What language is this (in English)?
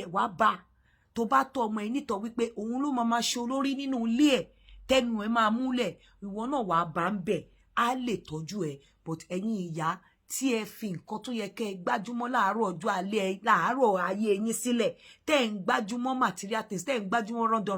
Yoruba